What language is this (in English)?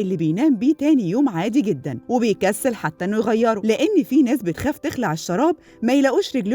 Egyptian Arabic